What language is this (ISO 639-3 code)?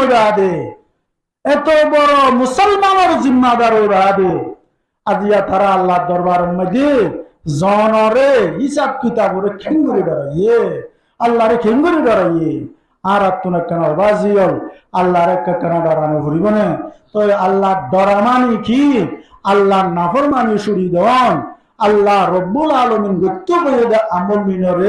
rhg